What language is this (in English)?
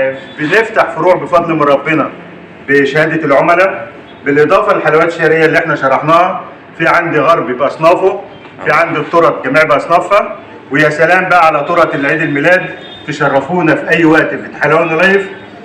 Egyptian Arabic